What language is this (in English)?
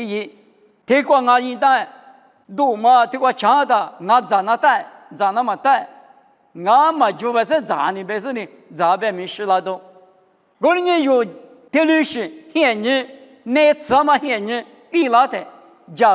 Lisu